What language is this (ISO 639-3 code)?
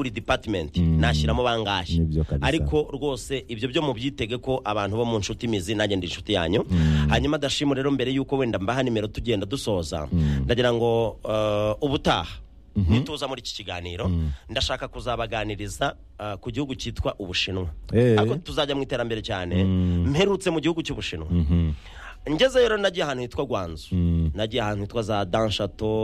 kin